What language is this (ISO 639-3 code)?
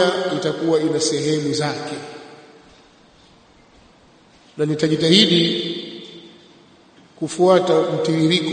swa